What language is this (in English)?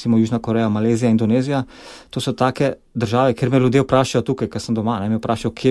Slovenian